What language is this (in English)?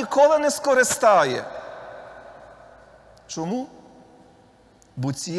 Ukrainian